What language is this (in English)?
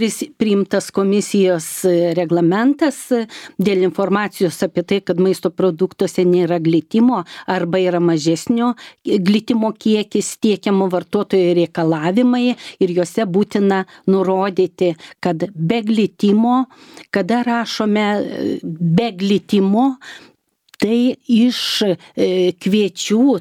Lithuanian